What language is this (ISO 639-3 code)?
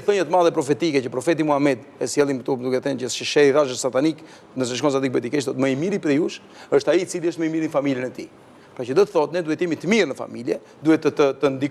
sqi